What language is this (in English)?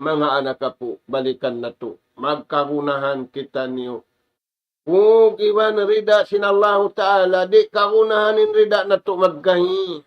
Tausug